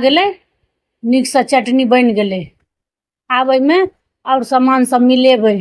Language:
Maithili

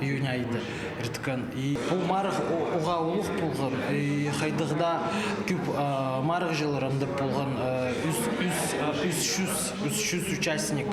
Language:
Khakas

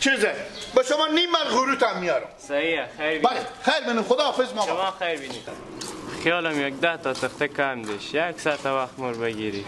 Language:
Persian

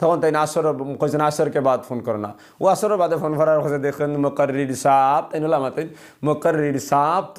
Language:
Sylheti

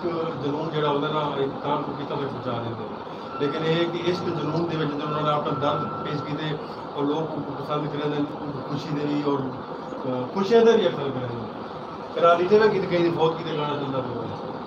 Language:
Saraiki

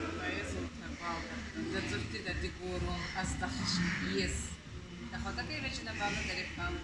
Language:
Ossetic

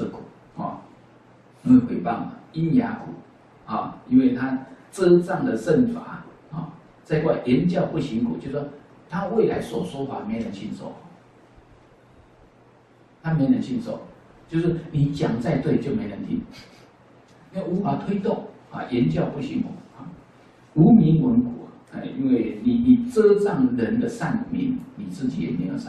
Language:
Chinese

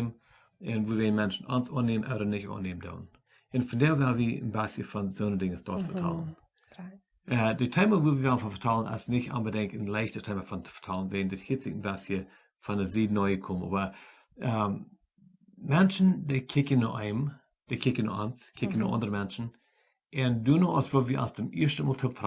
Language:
Plautdietsch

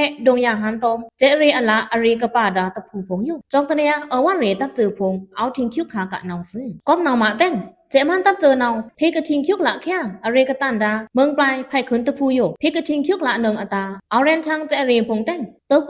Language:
Pa'o Karen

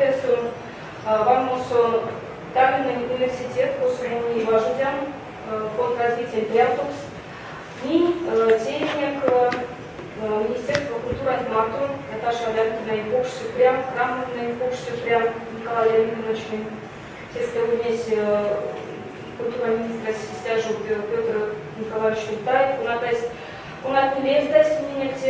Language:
Erzya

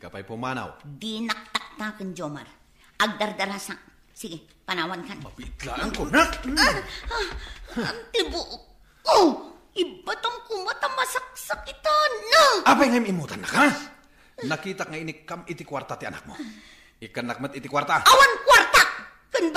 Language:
Iloko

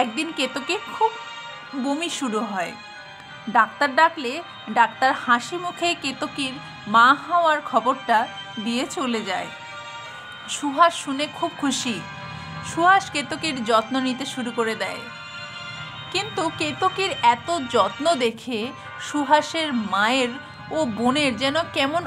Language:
Bangla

